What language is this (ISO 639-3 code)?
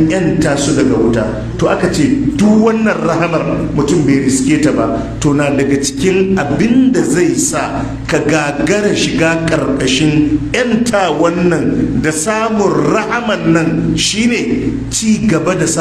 hau